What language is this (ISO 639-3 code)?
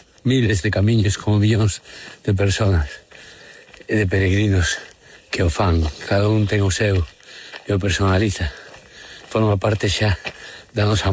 glg